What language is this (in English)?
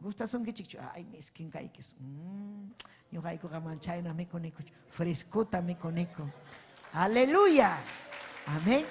Ayacucho Quechua